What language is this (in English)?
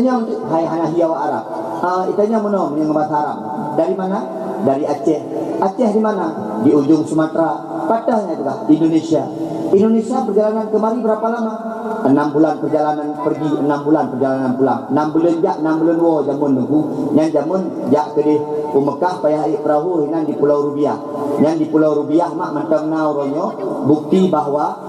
Achinese